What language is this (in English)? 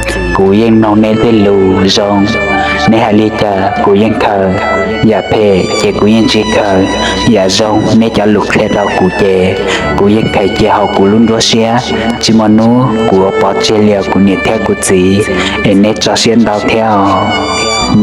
Hmong